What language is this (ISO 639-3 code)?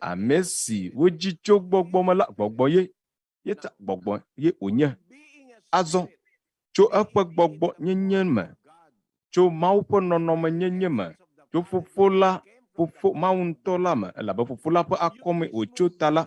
ewe